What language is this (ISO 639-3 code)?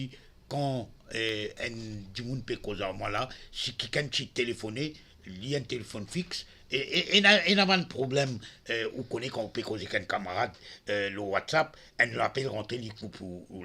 mfe